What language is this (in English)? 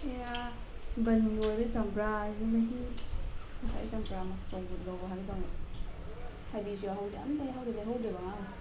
Manipuri